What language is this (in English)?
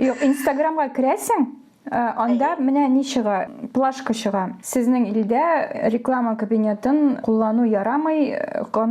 Tatar